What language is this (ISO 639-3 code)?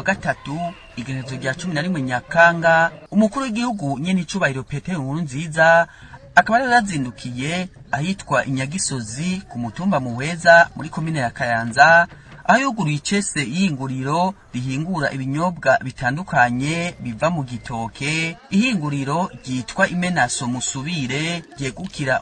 run